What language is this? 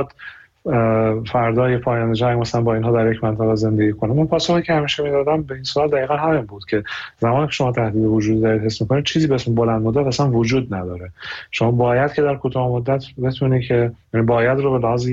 Persian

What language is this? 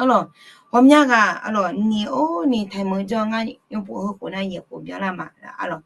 Akha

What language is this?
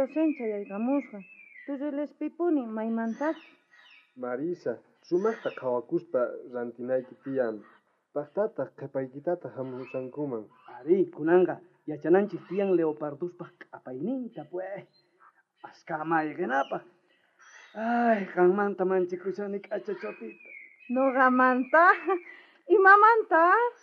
South Bolivian Quechua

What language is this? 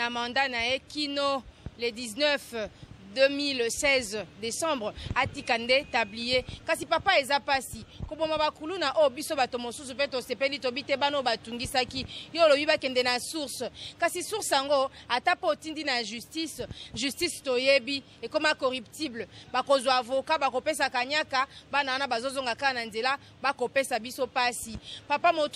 Lingala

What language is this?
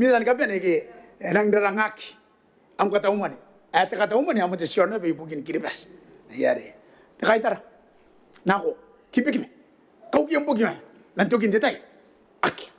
Gilbertese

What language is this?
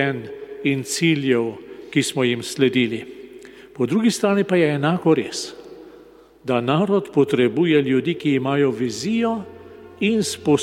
Slovenian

